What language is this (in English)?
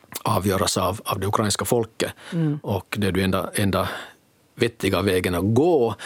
Swedish